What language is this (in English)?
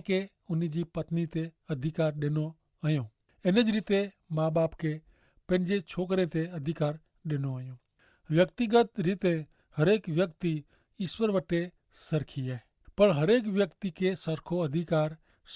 Kachhi